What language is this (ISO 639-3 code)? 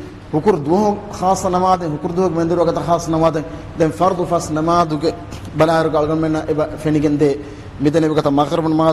div